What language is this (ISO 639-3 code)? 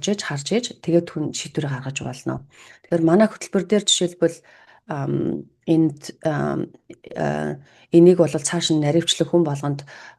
mon